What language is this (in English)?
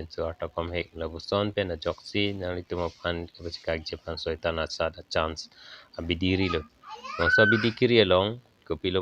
Karbi